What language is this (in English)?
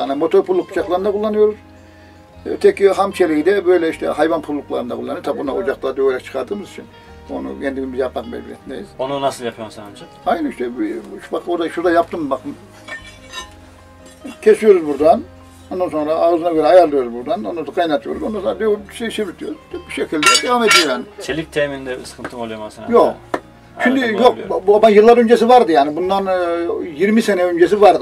Turkish